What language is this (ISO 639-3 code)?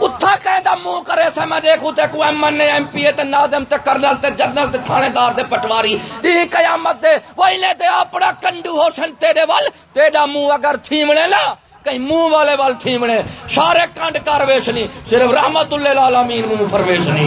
skr